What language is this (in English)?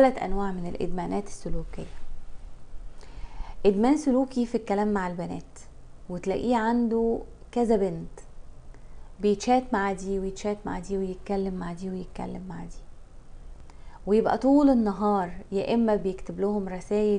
Egyptian Arabic